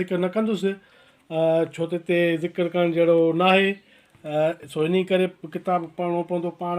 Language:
Sindhi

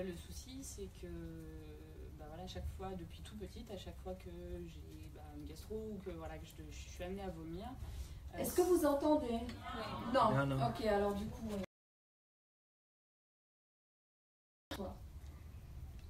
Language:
French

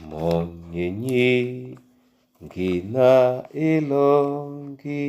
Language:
Duala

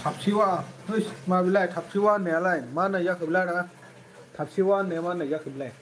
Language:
Bodo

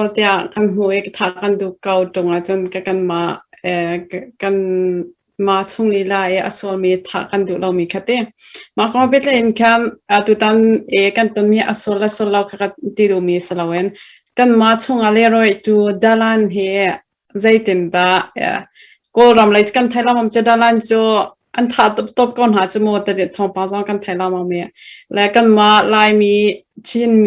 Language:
Hakha Chin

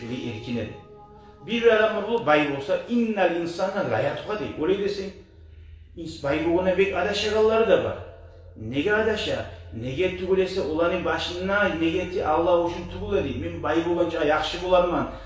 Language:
Kumyk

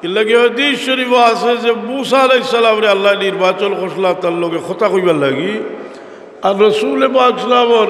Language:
Sylheti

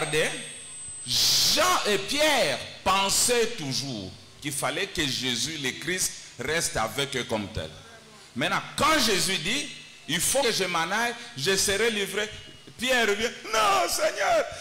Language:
French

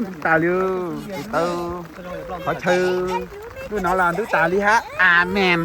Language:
Hmong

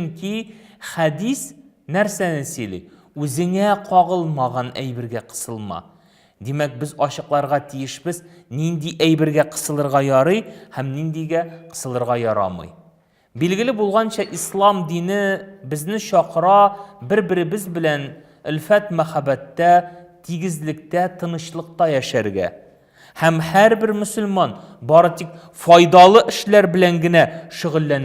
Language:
Tatar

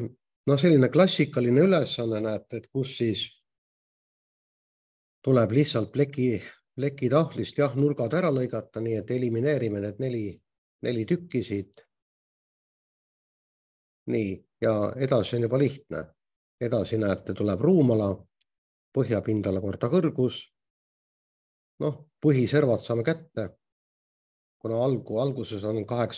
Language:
Estonian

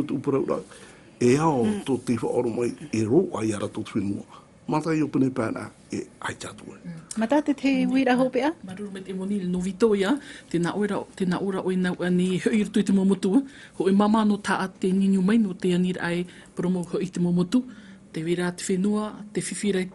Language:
Tahitian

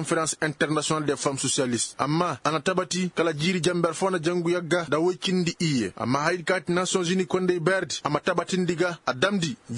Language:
Koyraboro Senni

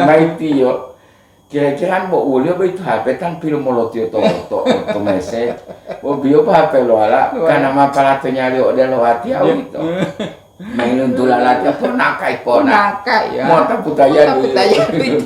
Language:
Gorontalo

